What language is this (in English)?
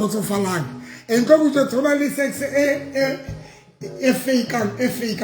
Southern Sotho